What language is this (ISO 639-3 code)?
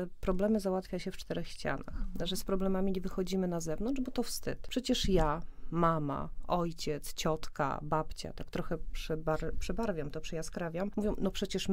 pol